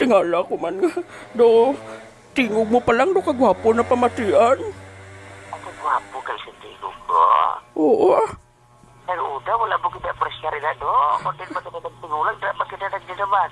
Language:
Hiligaynon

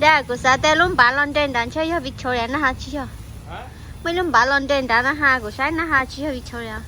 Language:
Hmong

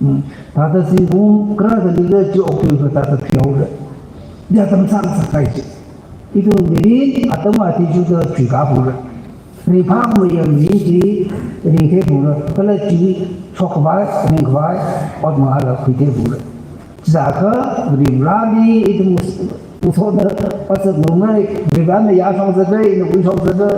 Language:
Tangkhul Naga (India)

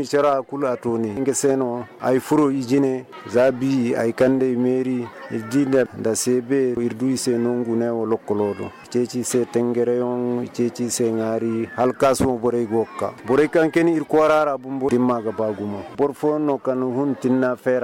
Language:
Zarma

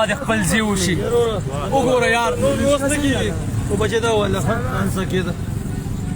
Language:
Pashto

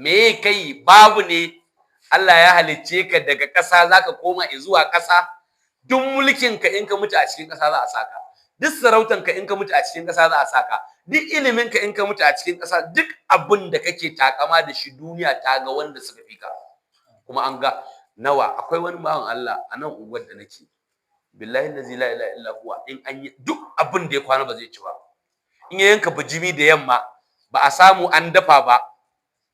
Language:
Hausa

